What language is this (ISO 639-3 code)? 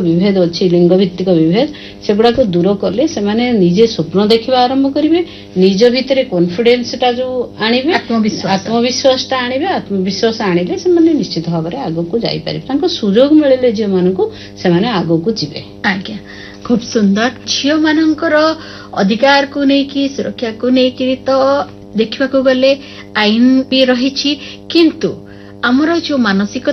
ori